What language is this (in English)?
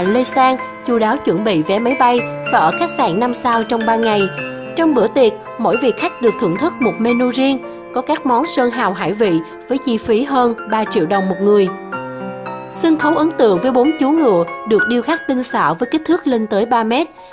Vietnamese